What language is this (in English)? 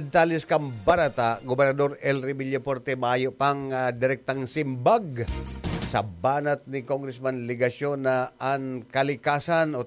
Bikol